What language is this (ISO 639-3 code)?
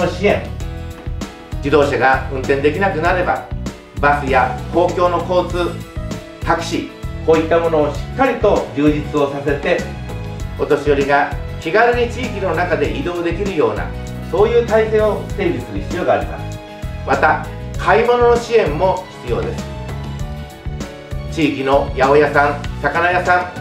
jpn